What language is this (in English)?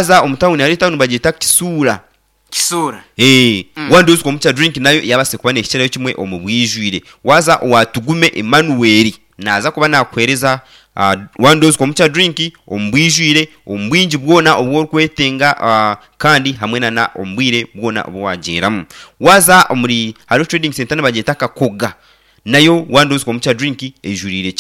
Nyankole